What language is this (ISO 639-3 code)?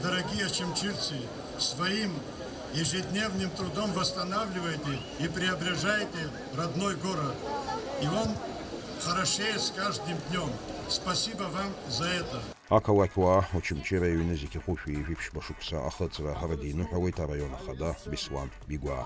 abk